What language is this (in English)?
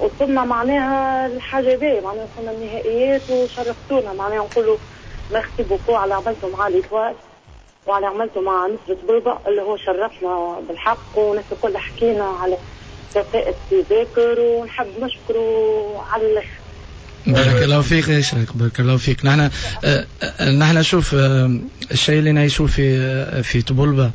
Tunisian Arabic